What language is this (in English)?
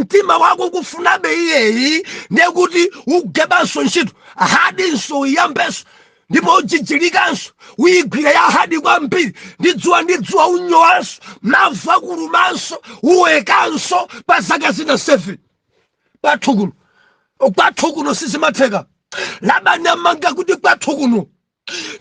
Nyanja